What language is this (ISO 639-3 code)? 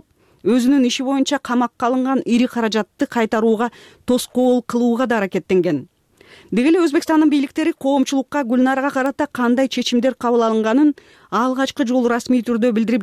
kir